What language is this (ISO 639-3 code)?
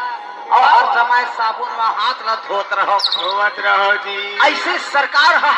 hne